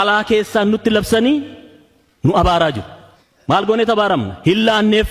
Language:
Oromo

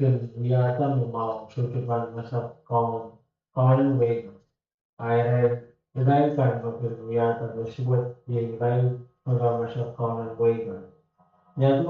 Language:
Pohnpeian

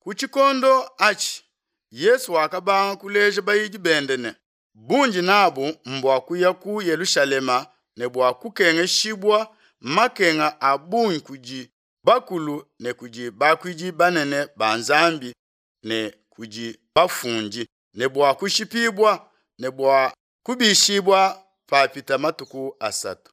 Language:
Luba-Lulua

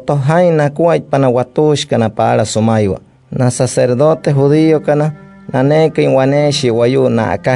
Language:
Wayuu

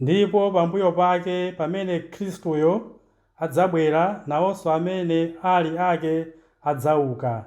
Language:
Nyanja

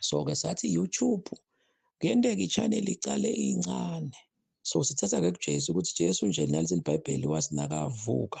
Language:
Zulu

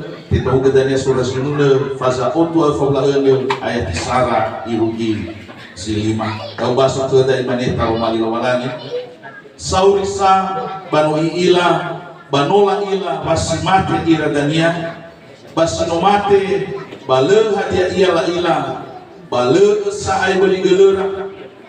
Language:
Nias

